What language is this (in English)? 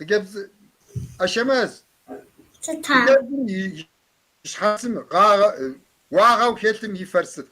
Kabardian